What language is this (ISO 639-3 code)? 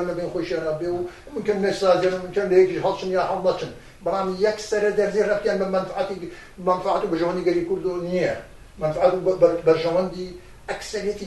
ckb